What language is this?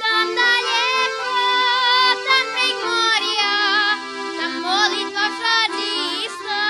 Rusyn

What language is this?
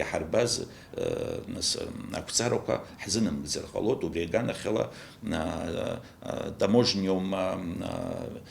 Abkhazian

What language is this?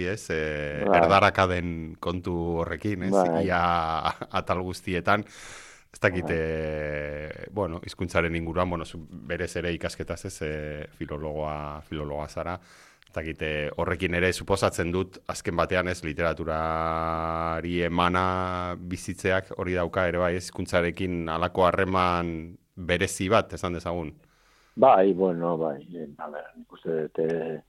Basque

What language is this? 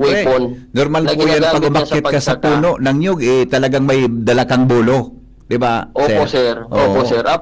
Bikol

